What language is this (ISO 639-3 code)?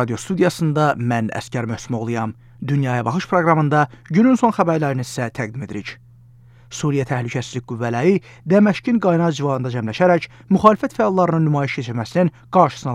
aze